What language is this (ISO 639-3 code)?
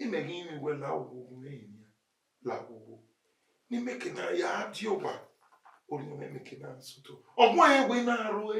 bin